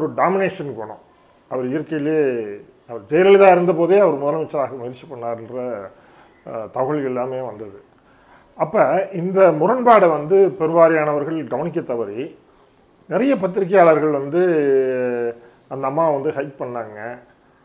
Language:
Tamil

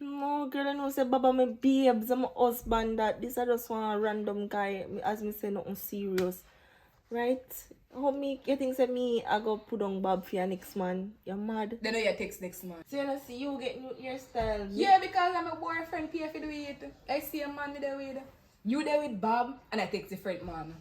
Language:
Jamaican Creole English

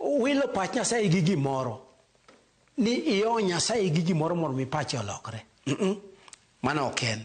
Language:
Luo (Kenya and Tanzania)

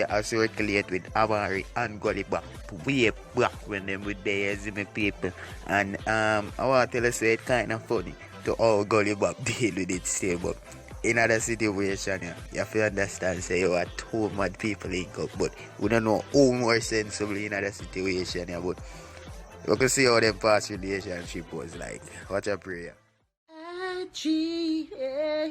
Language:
Jamaican Creole English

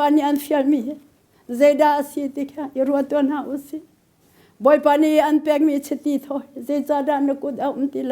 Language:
Hakha Chin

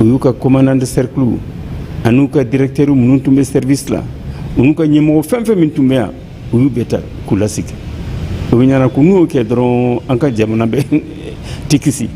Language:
Bambara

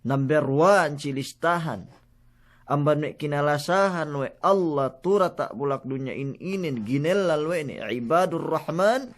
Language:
Yakan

